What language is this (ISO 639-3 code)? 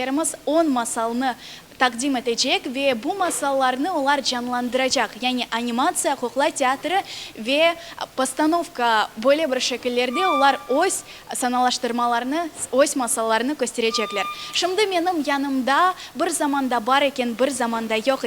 crh